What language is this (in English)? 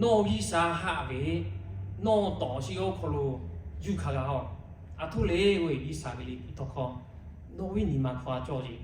Lahu